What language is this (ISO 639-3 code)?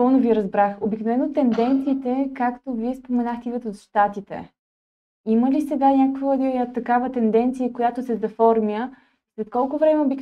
bul